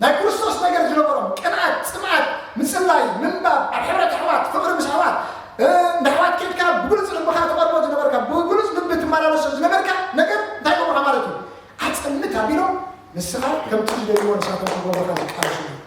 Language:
Tigrinya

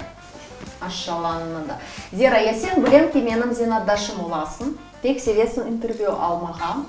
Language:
Crimean Tatar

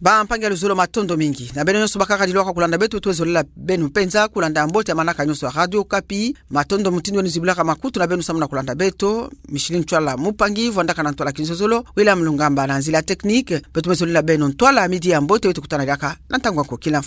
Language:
Kituba (Democratic Republic of Congo)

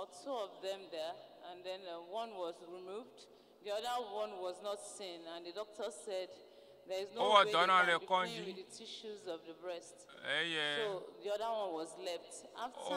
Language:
Ewe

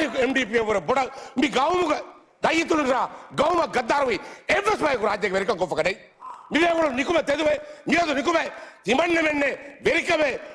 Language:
Divehi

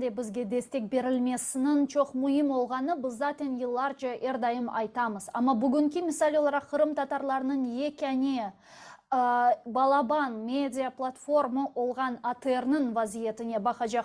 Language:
Crimean Tatar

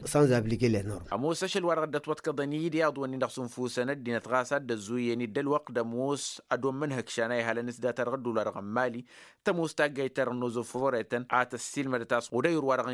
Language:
Tamasheq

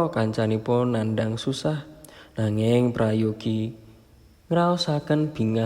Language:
Javanese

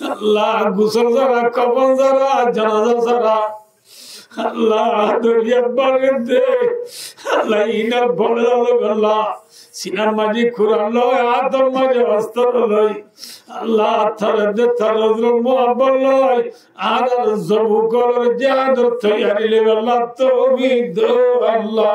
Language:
Rohingya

